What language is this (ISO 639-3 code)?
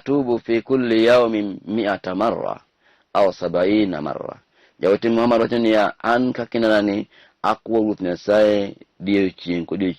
luo